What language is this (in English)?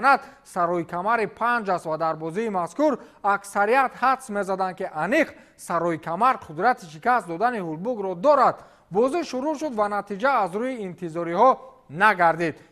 Tajik